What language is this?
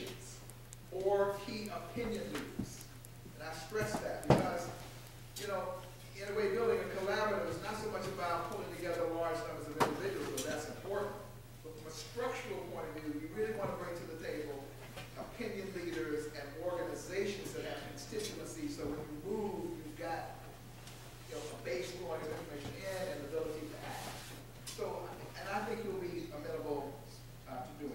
English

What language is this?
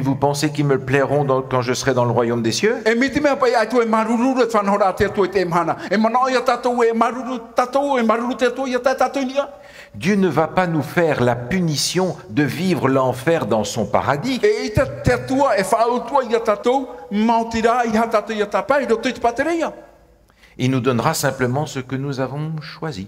Tahitian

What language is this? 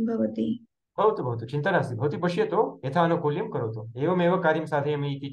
Sanskrit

